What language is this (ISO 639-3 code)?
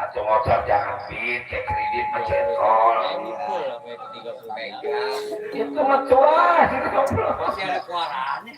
bew